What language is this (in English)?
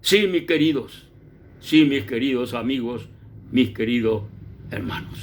Guarani